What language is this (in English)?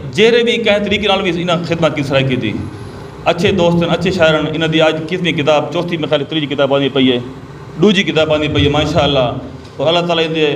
Saraiki